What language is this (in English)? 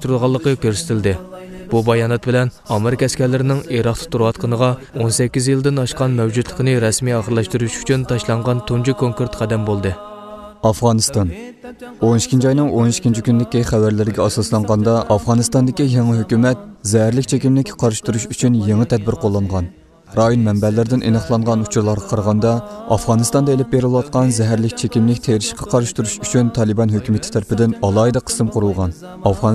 Uyghur